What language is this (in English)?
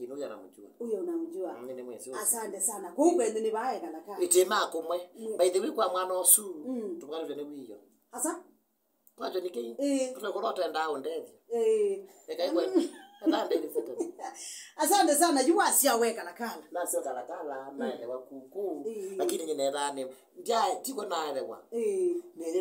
Kamba